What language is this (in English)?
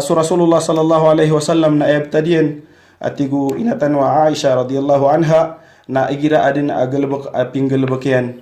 Maranao